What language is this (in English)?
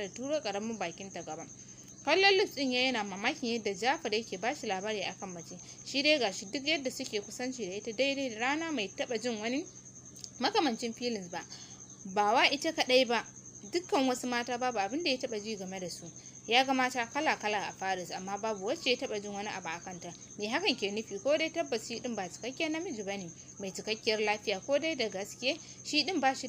Hausa